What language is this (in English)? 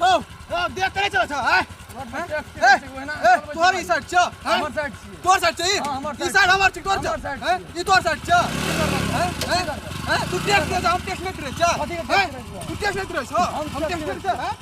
Maithili